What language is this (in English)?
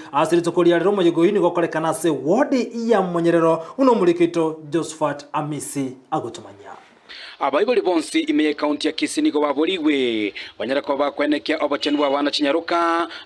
Gusii